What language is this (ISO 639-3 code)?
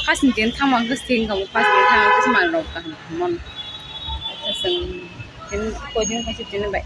trp